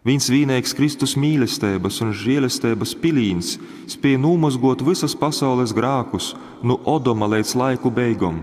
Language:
Latgalian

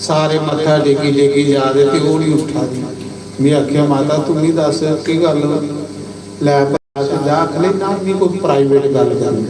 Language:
Dogri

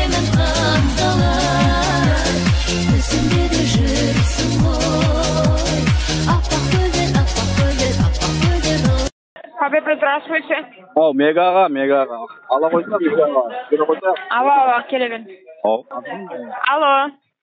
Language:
Kara-Kalpak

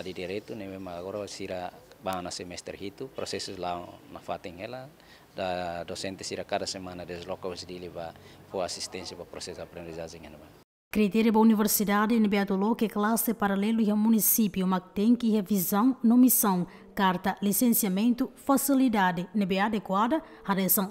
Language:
Tetum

